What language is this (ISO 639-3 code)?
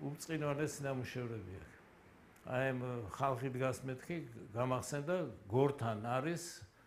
kat